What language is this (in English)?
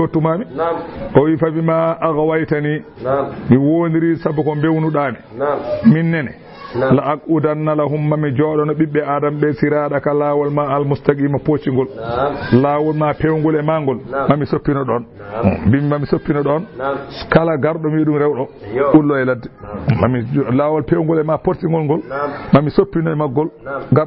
Fula